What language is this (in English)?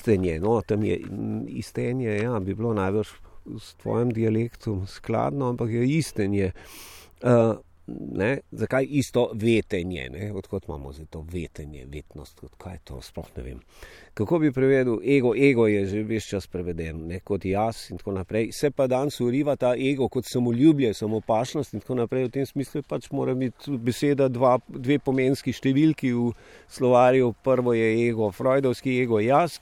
Slovenian